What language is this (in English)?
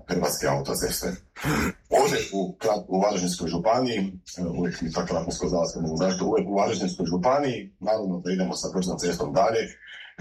Croatian